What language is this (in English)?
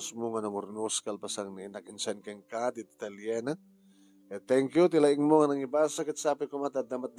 Iloko